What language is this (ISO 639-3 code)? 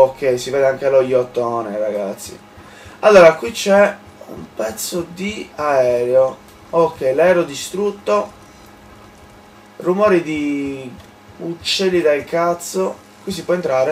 ita